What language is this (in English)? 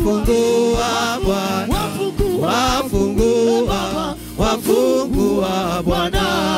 Swahili